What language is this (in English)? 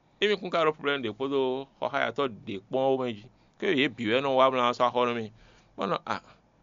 Fon